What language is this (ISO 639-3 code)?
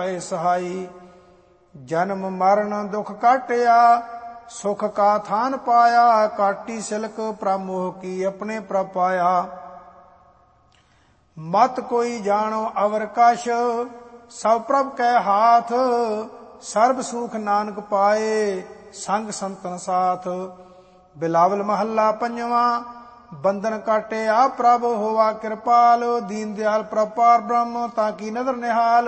pan